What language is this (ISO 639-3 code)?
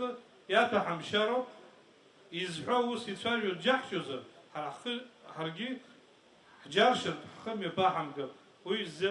abk